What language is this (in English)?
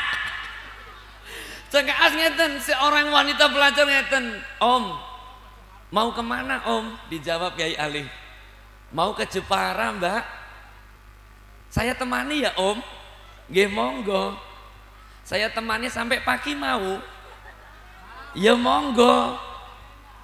Javanese